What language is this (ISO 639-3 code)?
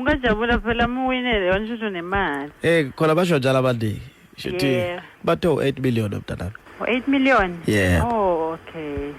zul